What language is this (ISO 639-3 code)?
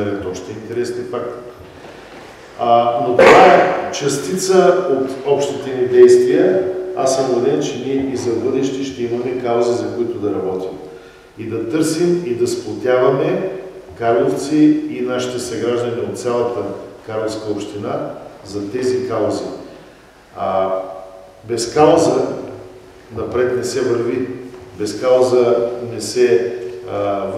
bul